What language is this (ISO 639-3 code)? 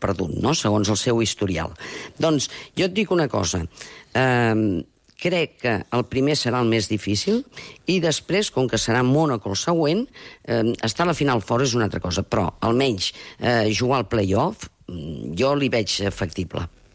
cat